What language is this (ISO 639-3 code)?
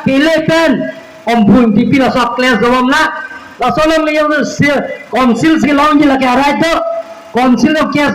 mjw